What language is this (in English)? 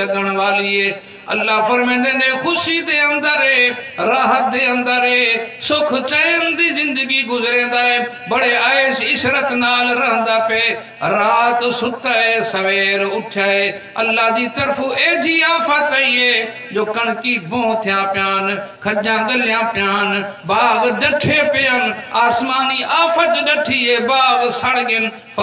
Saraiki